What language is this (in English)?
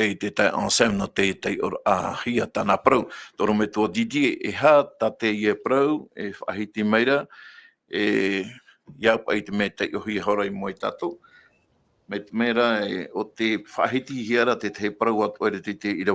Tahitian